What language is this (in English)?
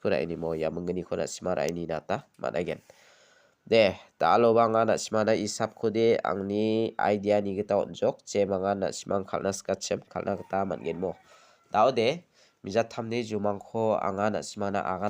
Garo